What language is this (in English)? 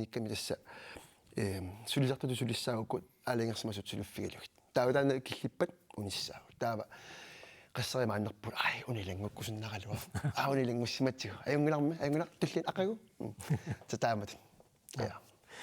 Kalaallisut